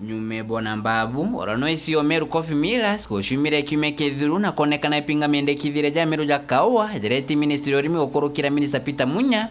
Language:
Meru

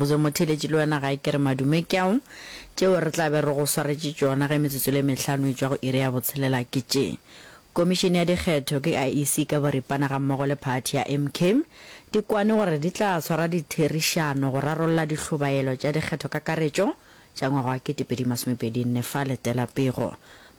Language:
Northern Sotho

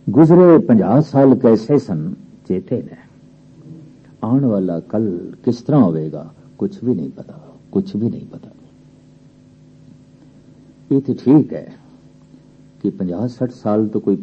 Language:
Punjabi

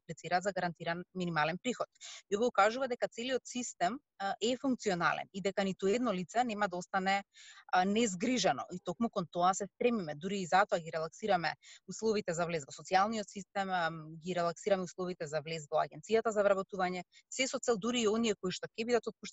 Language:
Macedonian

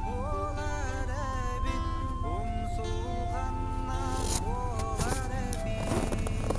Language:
Yakut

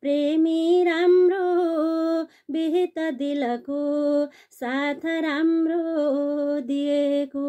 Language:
Nepali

